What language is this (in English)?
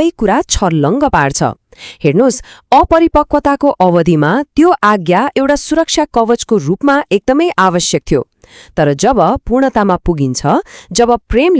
Nepali